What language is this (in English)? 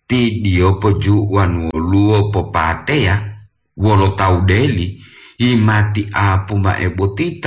Gorontalo